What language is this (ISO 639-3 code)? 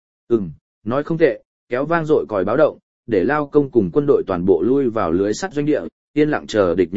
vie